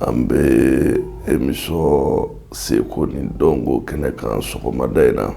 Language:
Bambara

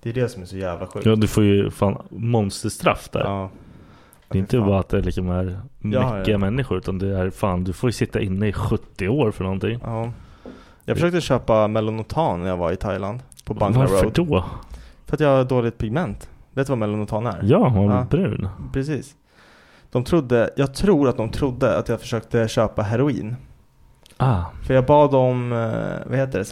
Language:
Swedish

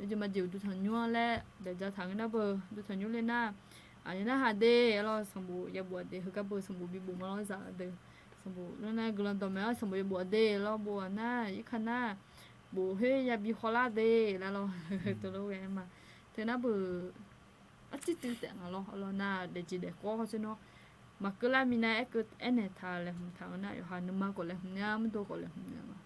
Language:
Akha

